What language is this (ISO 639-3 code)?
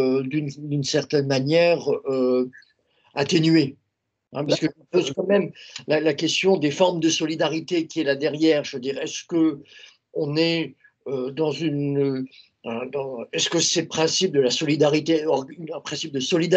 fra